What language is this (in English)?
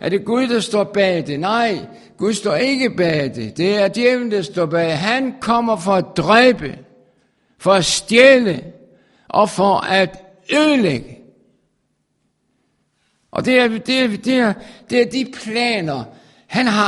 Danish